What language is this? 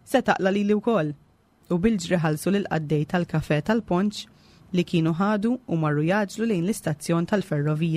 Maltese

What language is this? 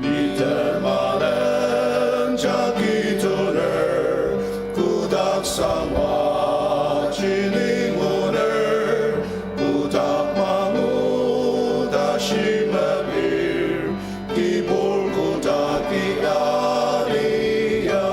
Ao Naga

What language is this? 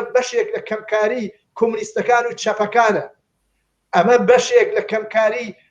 Central Kurdish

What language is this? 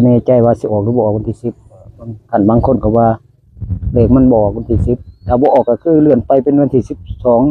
Northeastern Thai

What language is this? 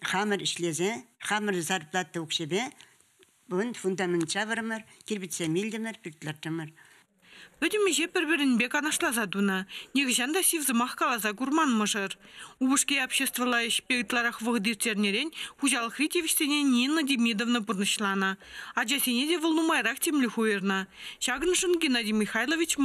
Chuvash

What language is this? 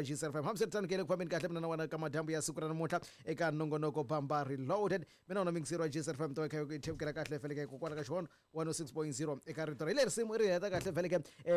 Tsonga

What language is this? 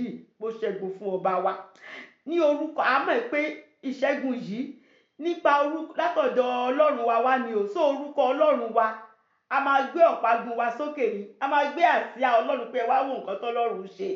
Yoruba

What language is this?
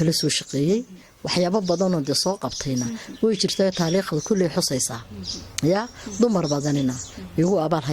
Somali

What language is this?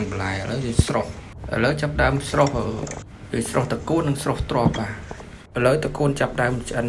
Khmer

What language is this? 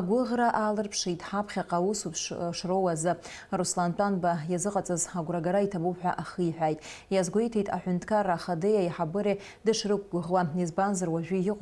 Abkhazian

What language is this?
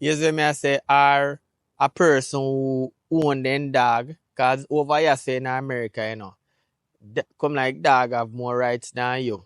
Jamaican Creole English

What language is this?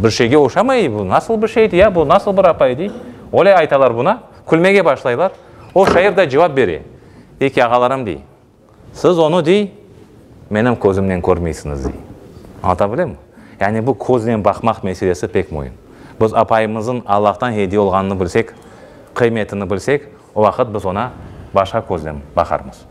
Crimean Tatar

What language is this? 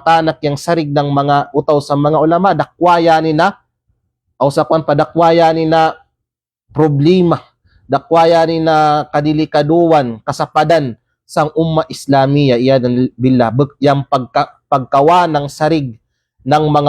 Kalagan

